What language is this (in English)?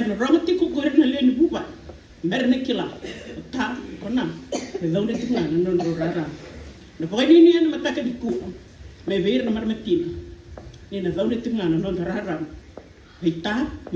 Fijian